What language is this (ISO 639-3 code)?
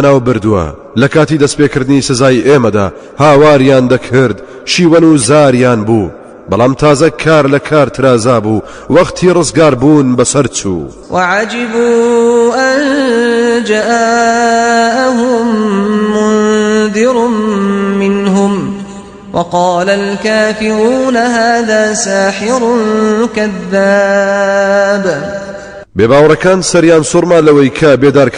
ckb